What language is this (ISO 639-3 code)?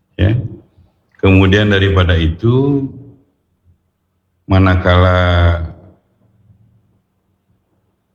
ind